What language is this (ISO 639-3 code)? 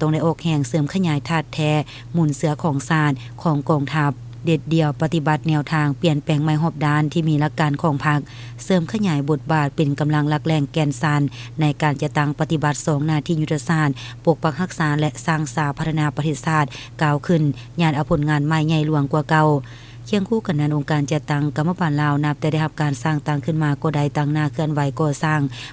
lao